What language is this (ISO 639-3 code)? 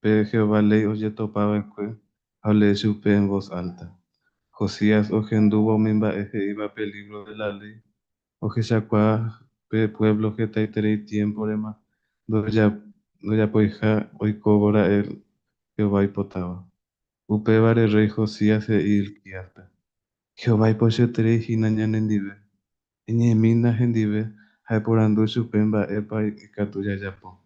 grn